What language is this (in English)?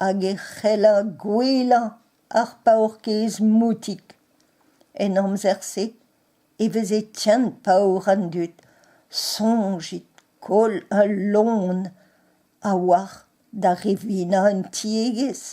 Breton